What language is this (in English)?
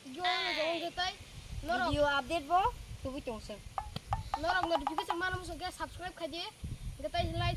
Kok Borok